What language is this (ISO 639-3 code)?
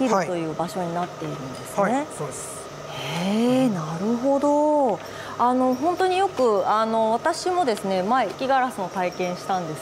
jpn